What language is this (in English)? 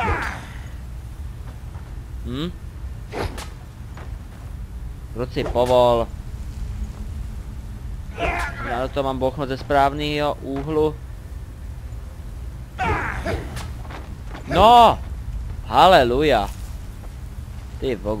Czech